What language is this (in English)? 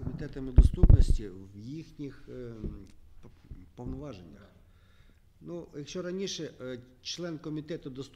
Ukrainian